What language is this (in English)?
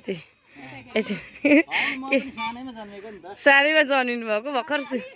Nepali